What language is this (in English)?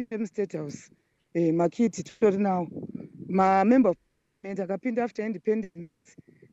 Shona